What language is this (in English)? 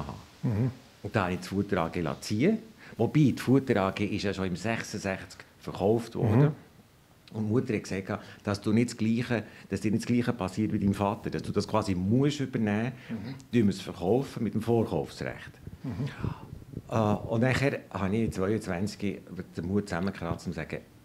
Swiss German